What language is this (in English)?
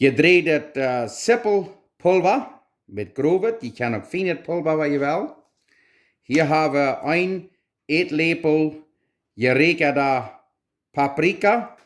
Plautdietsch